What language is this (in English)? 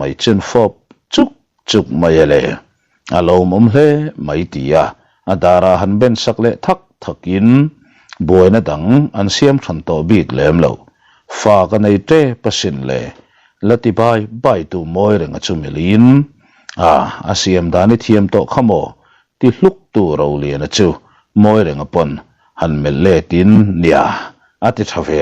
Mizo